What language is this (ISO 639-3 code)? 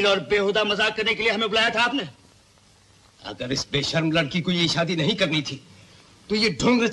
hin